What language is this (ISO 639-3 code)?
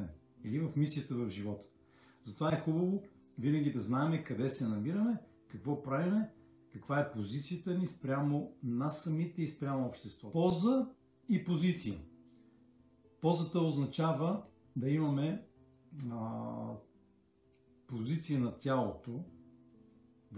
bul